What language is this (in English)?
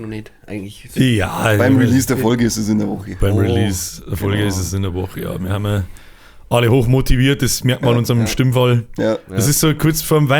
Bavarian